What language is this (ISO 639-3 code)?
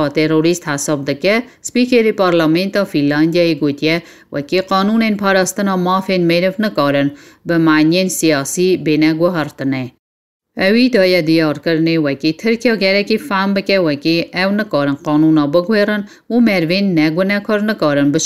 kur